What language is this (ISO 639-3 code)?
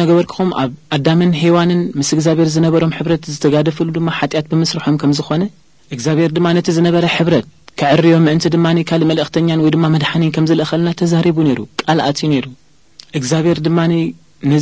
tir